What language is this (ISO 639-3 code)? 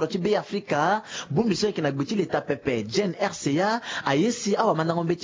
sag